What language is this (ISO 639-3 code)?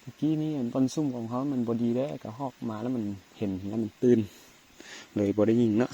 lao